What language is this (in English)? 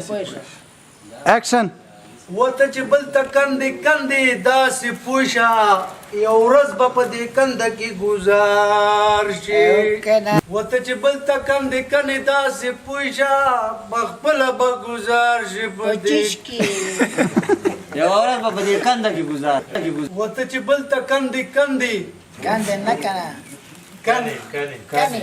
Pashto